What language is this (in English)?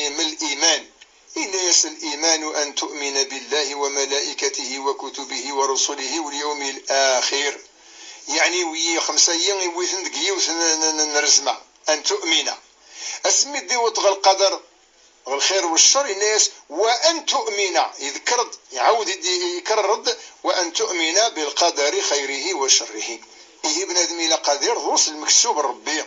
Kabyle